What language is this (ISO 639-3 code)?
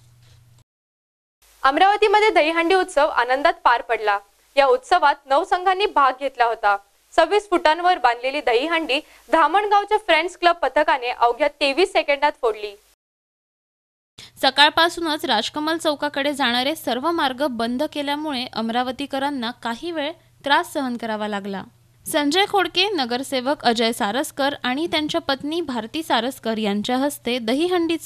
mar